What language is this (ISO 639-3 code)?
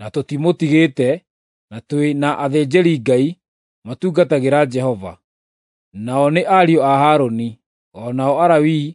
kik